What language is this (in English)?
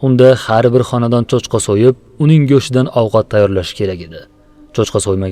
Uzbek